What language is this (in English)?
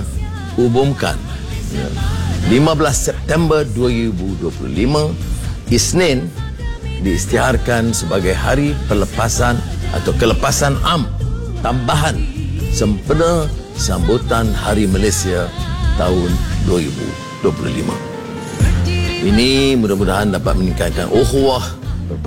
Malay